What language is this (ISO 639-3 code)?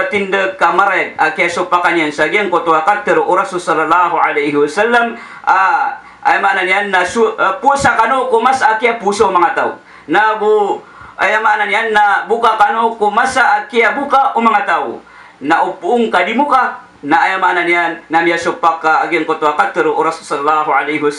mrw